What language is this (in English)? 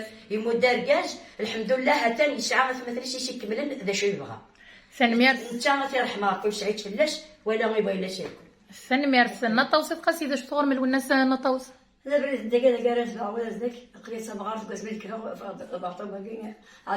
Kabyle